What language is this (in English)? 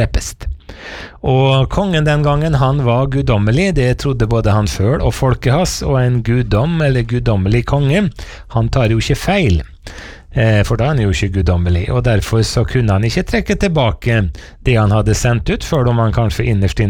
Norwegian